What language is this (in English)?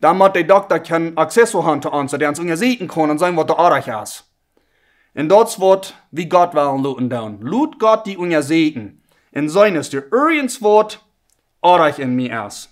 Plautdietsch